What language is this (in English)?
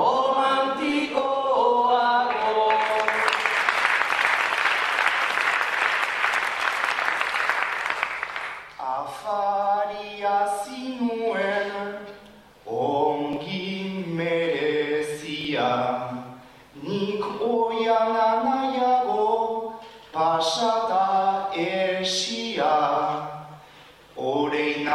Basque